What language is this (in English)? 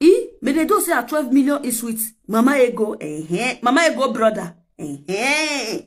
Nigerian Pidgin